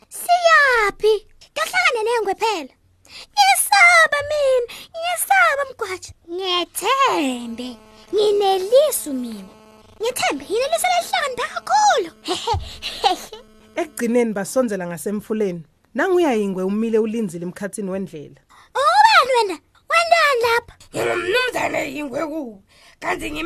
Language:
Swati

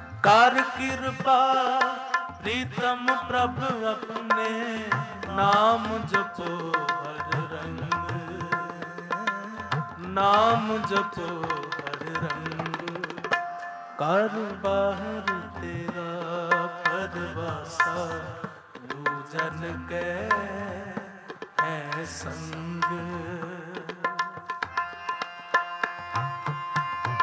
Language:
Punjabi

